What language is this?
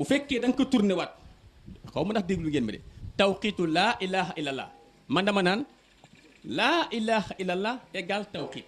Wolof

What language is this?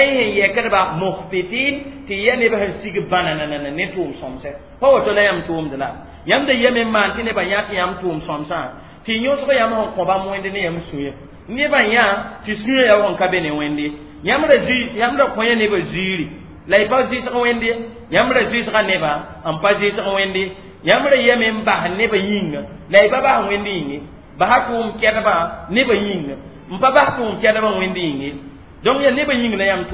Mossi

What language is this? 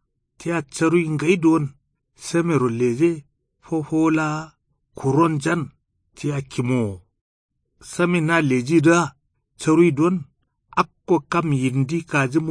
Kanuri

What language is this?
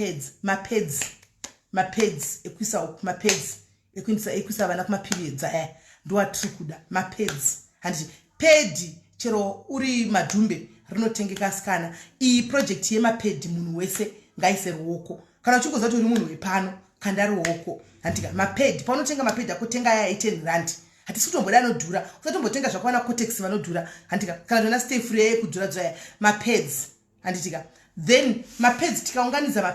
Shona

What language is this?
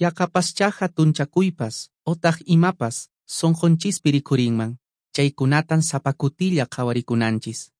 Quechua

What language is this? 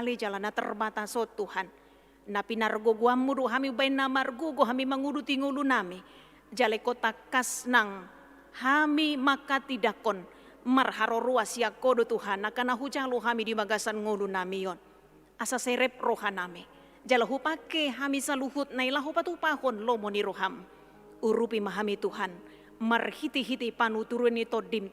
Batak Toba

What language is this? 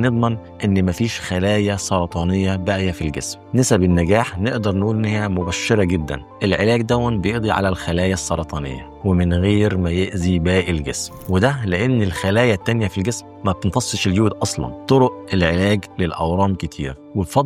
Egyptian Arabic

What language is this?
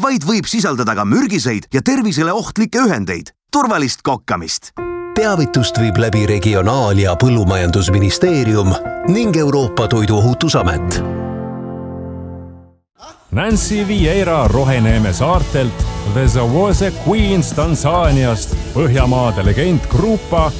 Estonian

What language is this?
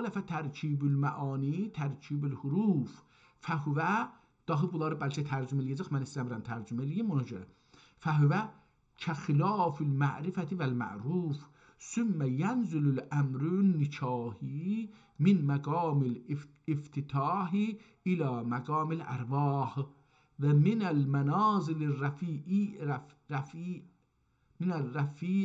South Azerbaijani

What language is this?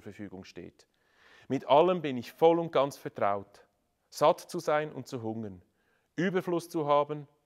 Swiss German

